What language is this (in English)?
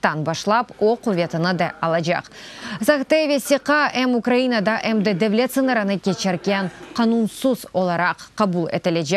Crimean Tatar